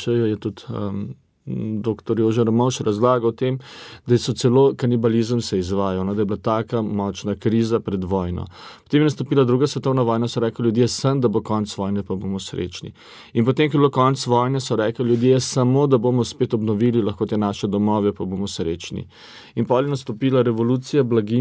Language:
Slovenian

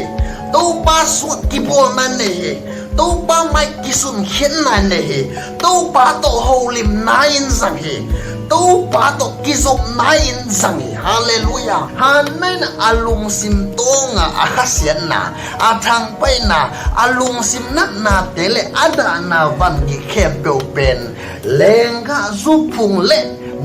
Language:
Tedim Chin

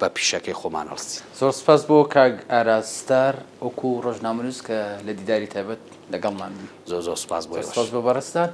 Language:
Central Kurdish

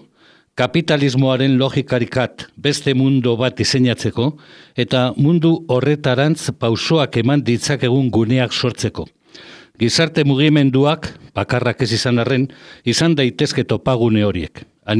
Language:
Basque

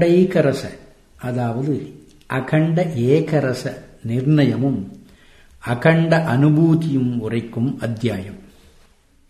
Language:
Tamil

